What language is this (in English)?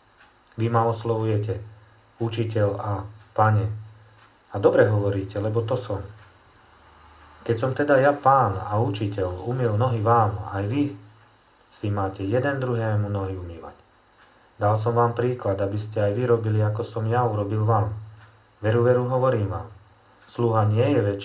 Slovak